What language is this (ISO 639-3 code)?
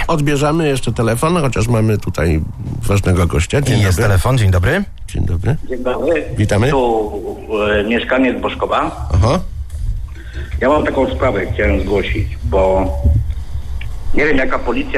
pol